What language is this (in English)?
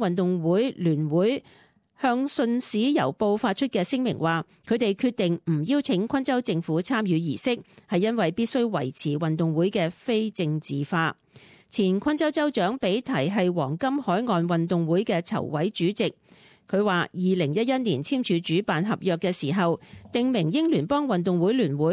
Cantonese